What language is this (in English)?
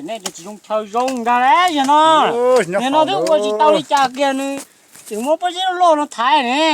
Hmong